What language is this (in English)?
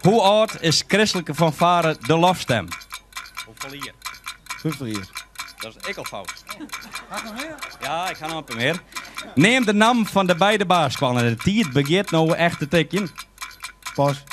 Western Frisian